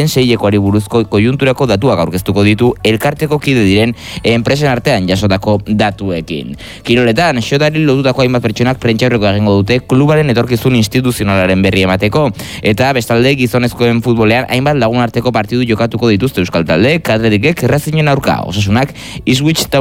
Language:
Basque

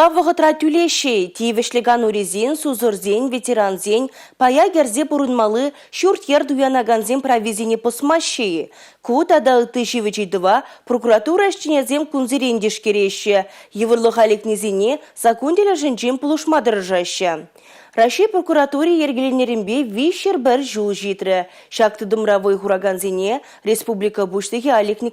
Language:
Chuvash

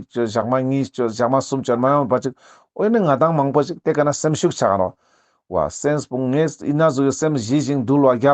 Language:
Ladakhi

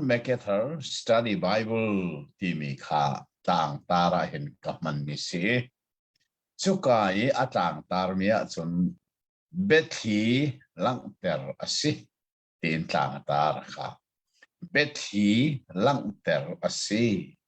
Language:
Hakha Chin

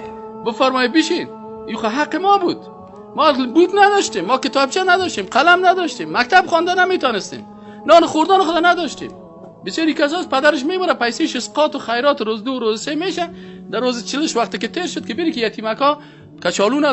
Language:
Persian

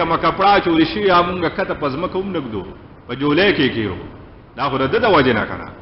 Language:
Pashto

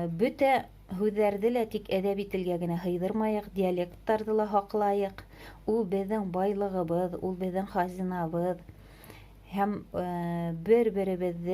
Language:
Bashkir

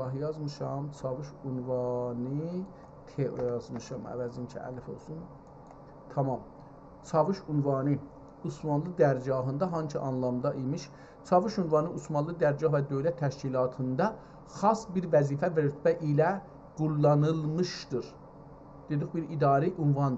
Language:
South Azerbaijani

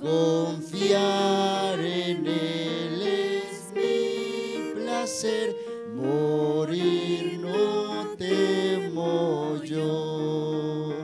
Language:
Aymara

